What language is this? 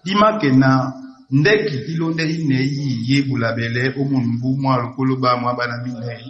Duala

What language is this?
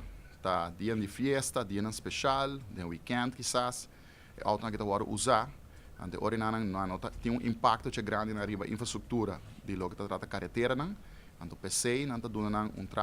Papiamento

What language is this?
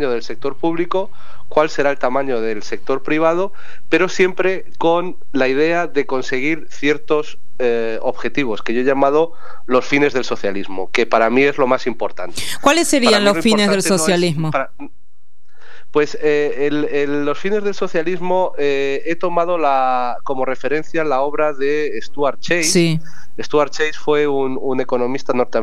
Spanish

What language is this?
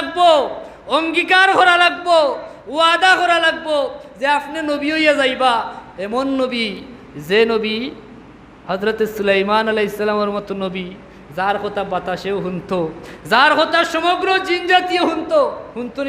Sylheti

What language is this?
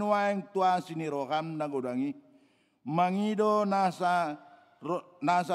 Batak Toba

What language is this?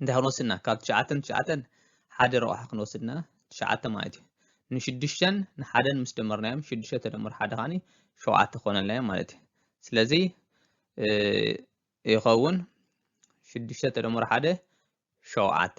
Tigrinya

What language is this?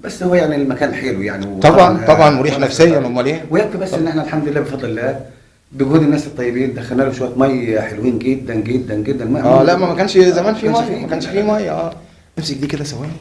Egyptian Arabic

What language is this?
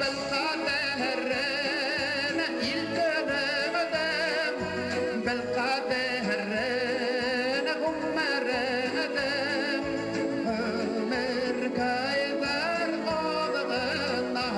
Bashkir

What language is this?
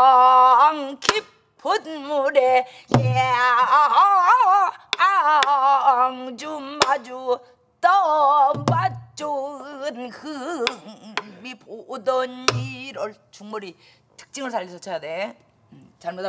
Korean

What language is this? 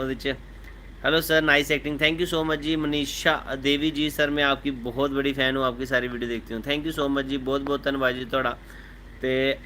Dogri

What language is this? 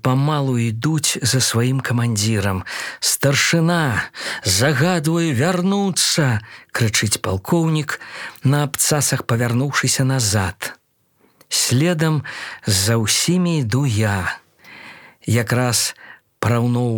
Belarusian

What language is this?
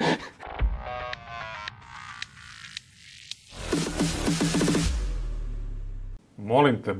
Serbian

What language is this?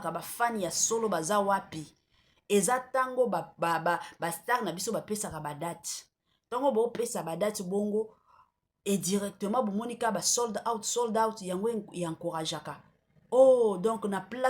Lingala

